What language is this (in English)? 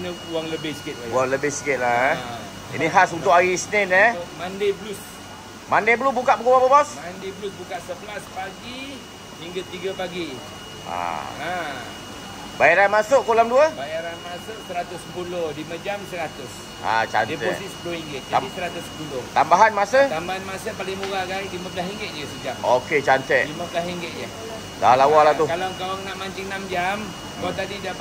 Malay